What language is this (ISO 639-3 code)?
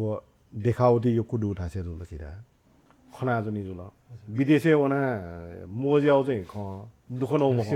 new